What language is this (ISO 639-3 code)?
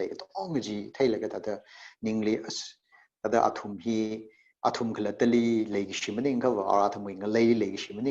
nmf